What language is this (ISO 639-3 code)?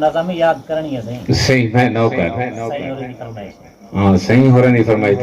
skr